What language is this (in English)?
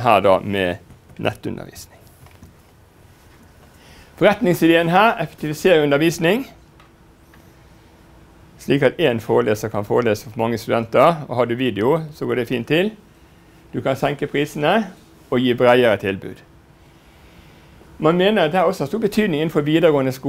Norwegian